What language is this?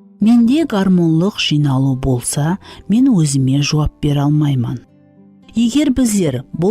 Kara-Kalpak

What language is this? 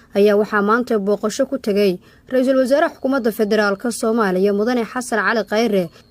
Somali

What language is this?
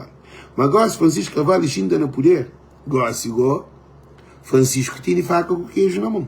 Kabuverdianu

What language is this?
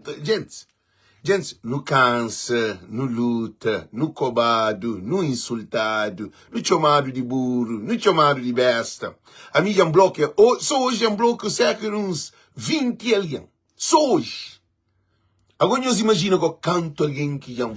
Kabuverdianu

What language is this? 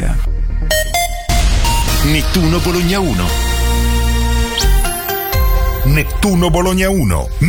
Italian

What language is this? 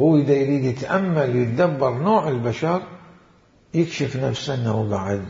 Mesopotamian Arabic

